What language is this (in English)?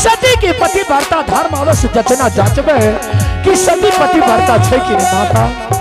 Angika